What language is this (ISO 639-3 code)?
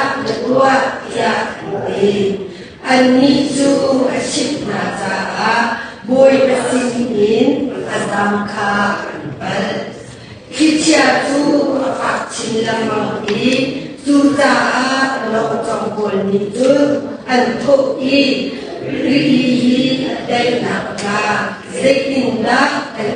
cnh